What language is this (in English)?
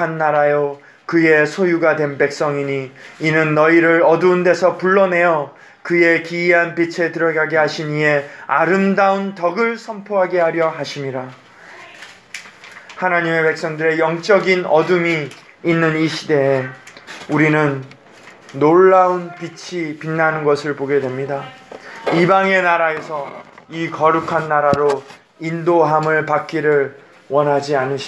Korean